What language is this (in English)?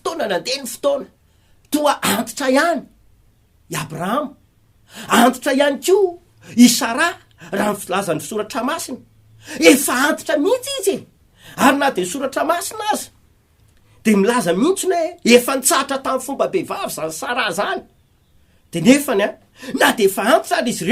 Malagasy